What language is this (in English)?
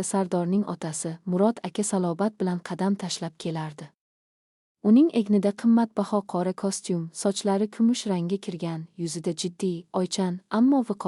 Uzbek